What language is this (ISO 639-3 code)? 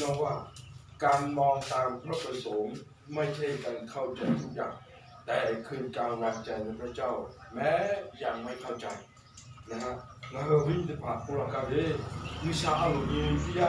lhu